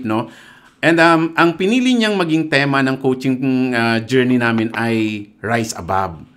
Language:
Filipino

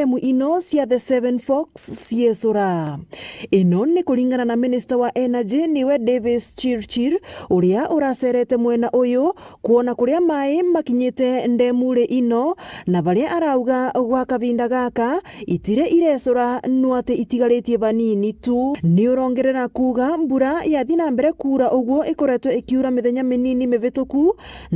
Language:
Meru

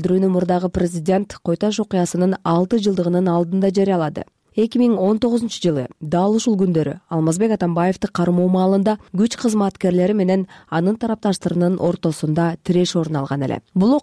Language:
Kyrgyz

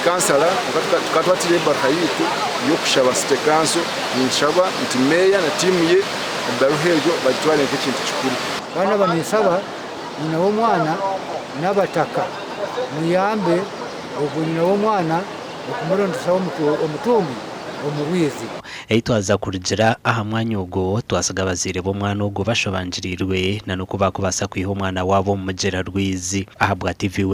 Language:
Nyankole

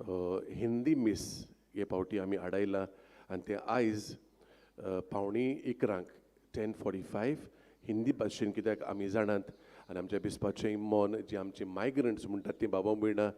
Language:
Konkani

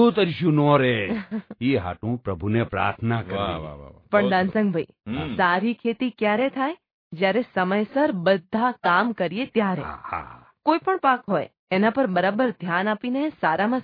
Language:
Gujarati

